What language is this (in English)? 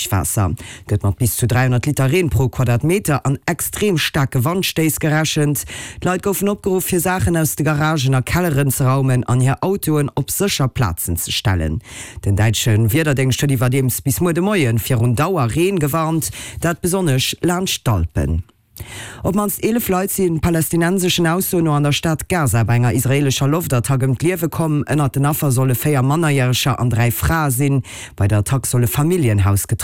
Luxembourgish